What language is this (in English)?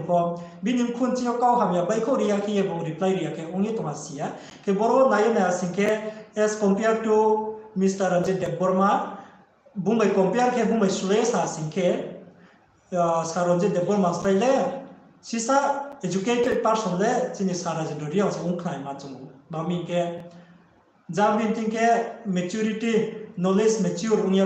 Riang (India)